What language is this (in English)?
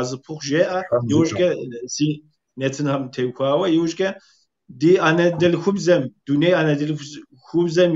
Kabardian